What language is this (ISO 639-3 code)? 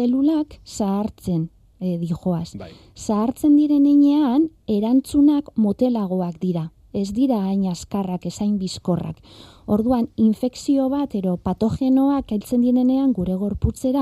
eus